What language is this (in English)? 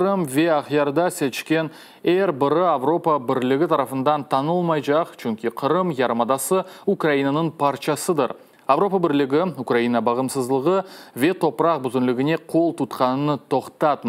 Crimean Tatar